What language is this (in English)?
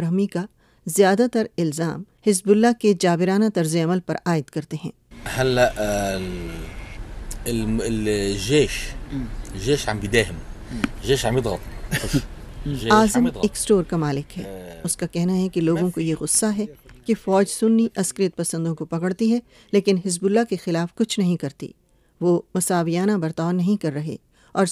Urdu